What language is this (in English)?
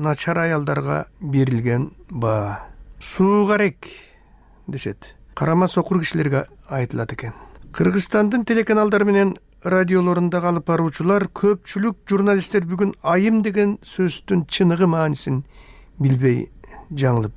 Kyrgyz